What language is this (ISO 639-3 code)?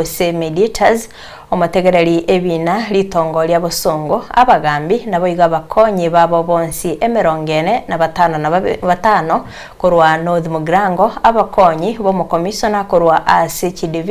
guz